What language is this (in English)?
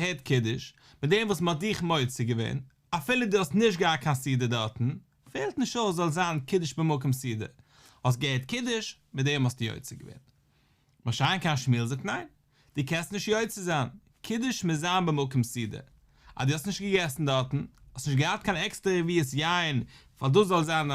Yiddish